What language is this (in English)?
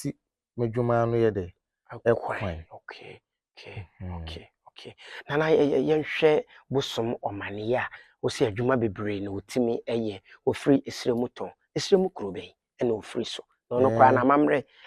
Akan